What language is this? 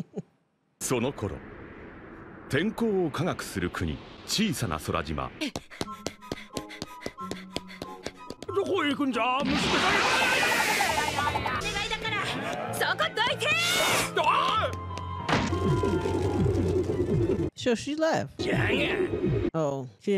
Japanese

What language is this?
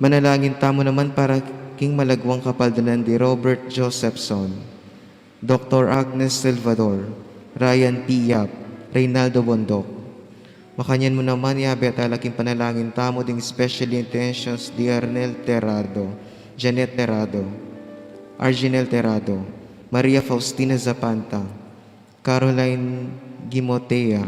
Pampanga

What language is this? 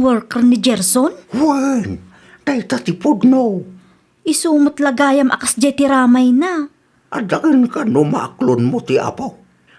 Iloko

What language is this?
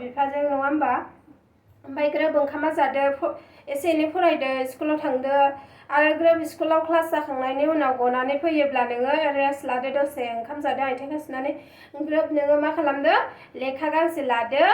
Bodo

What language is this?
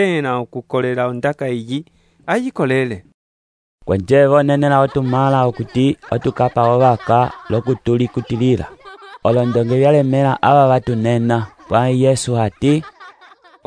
Umbundu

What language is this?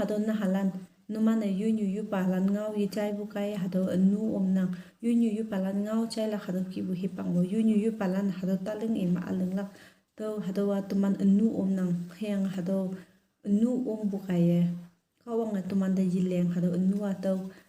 Konyak Naga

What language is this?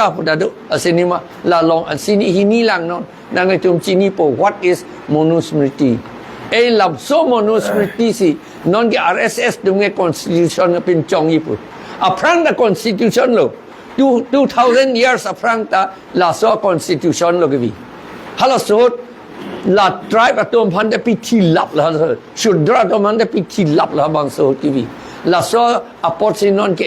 Karbi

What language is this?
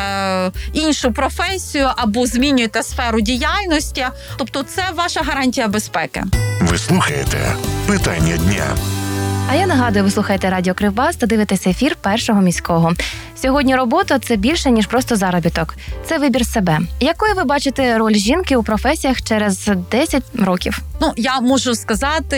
Ukrainian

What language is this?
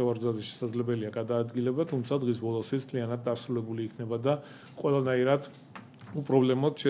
Georgian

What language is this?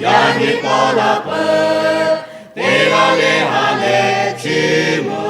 Lahu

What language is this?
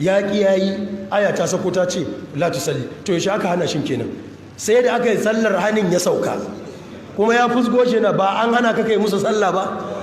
Hausa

